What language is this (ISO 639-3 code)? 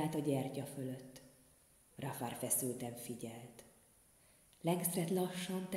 hun